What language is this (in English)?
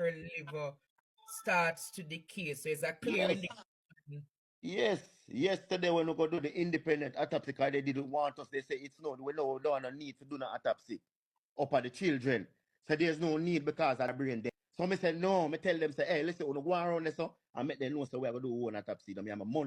Jamaican Creole English